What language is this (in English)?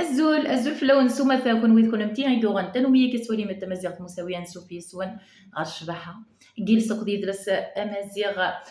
Kabyle